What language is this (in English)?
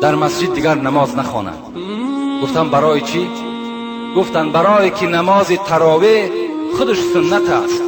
Tajik